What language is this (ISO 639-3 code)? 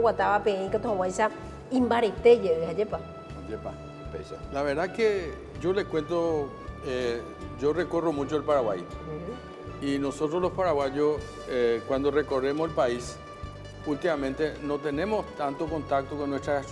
grn